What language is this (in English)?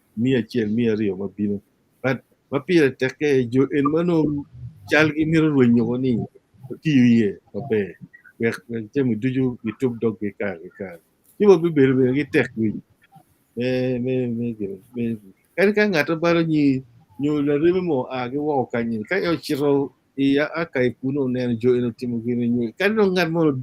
Acoli